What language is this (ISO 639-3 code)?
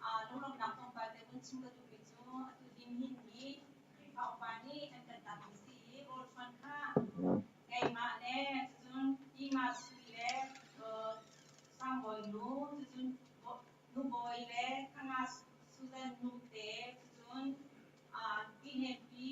cnh